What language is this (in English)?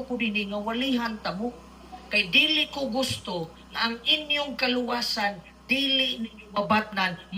Cebuano